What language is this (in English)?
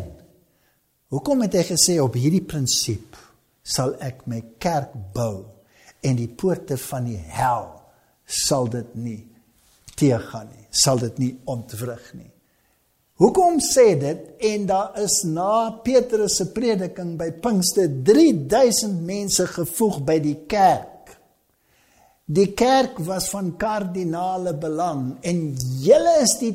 Afrikaans